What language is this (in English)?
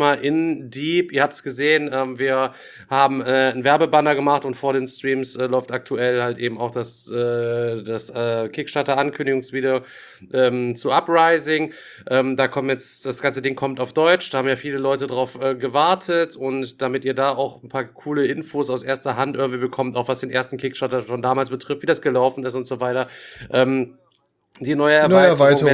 German